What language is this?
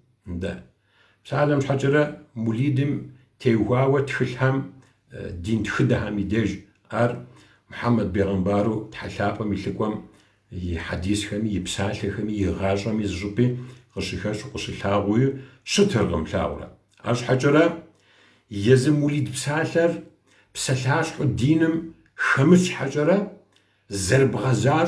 Kabardian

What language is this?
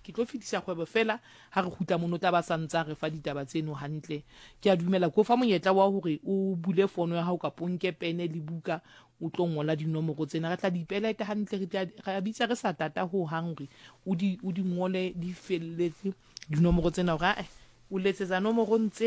Southern Sotho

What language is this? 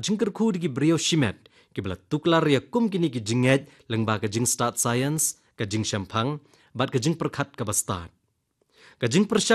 Khasi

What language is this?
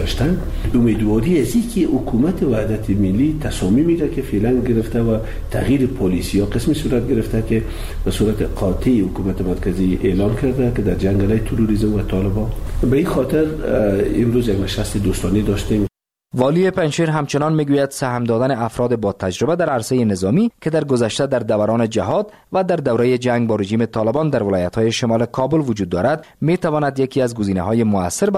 Persian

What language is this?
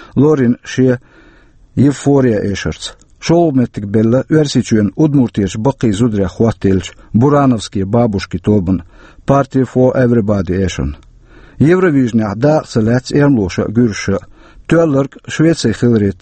Chechen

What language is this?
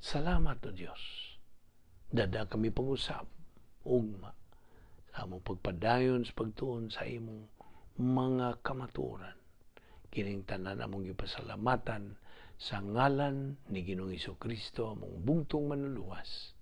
Cebuano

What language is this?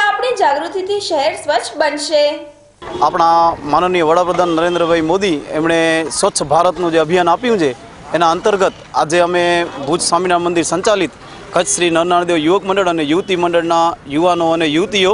Gujarati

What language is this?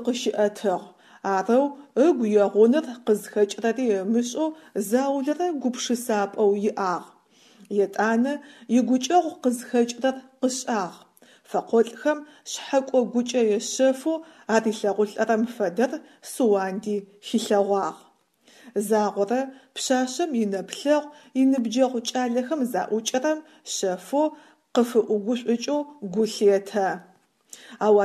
Adyghe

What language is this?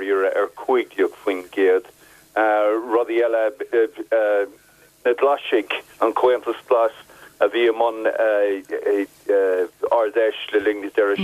Irish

